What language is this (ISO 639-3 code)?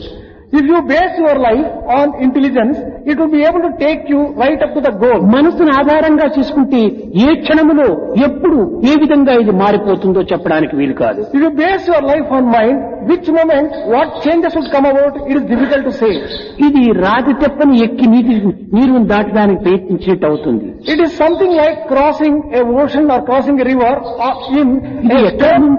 tel